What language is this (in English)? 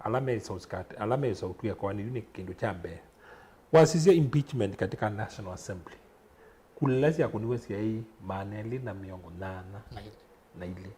Kamba